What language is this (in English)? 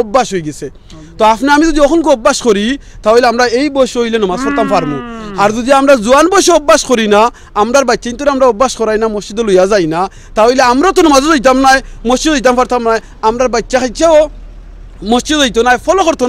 Sylheti